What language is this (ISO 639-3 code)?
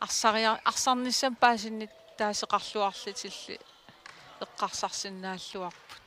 kal